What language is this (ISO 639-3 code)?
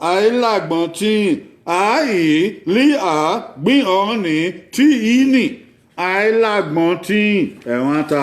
bin